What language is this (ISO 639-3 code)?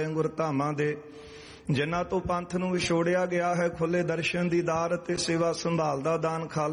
pan